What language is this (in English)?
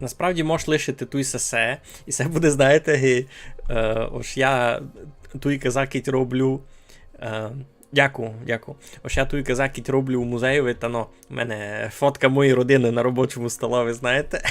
Rusyn